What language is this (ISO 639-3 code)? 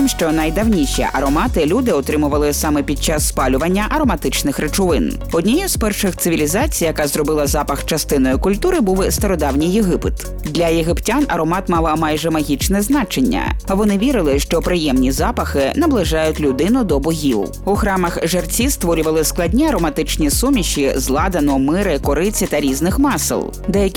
ukr